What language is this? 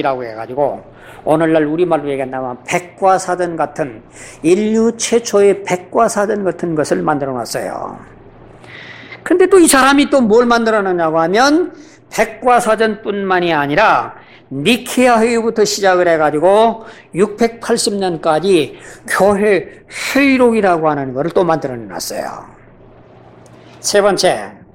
Korean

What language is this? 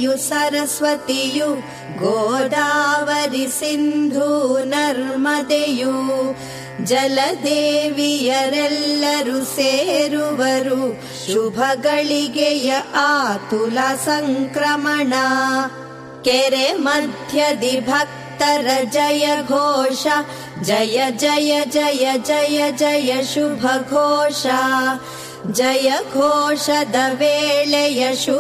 Kannada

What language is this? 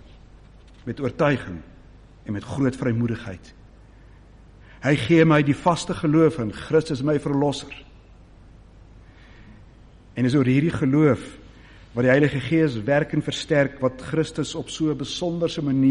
Afrikaans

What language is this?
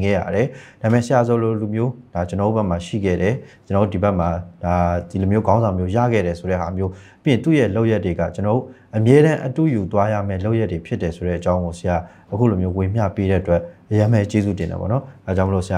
Burmese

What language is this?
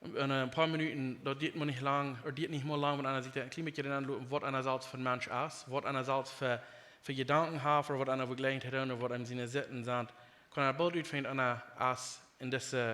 Plautdietsch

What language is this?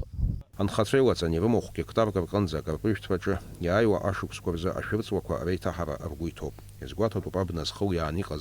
Abkhazian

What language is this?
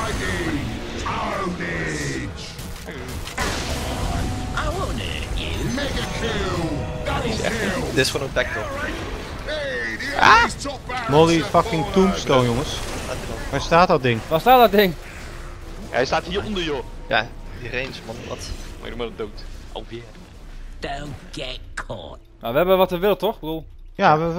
Dutch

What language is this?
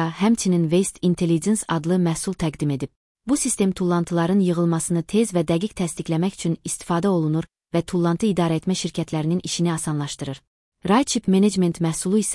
Azerbaijani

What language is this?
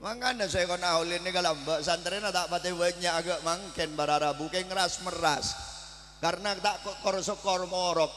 Madurese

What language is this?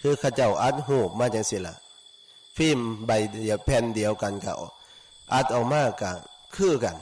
Northeastern Thai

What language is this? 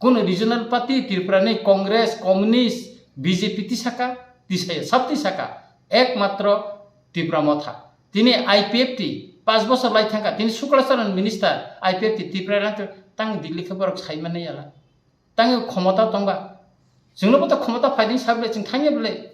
Kok Borok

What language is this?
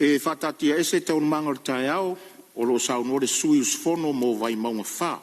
Samoan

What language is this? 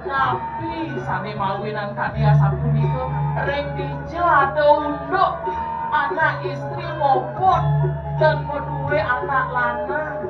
Balinese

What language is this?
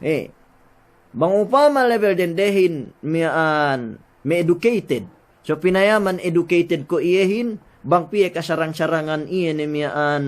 Yakan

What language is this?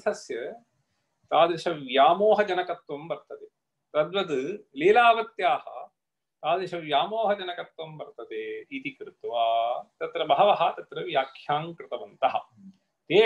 Sanskrit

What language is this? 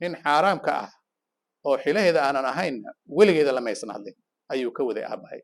Somali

